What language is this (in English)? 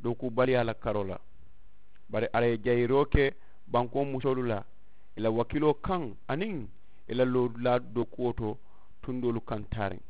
Mandingo